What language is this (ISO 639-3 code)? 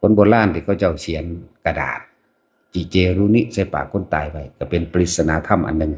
tts